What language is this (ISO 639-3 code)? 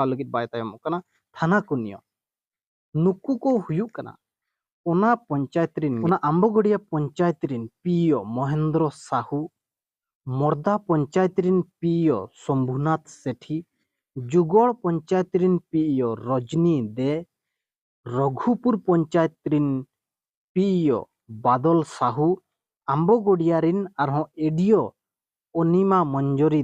sat